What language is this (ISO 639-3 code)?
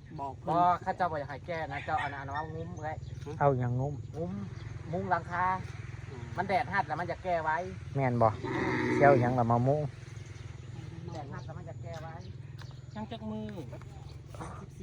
tts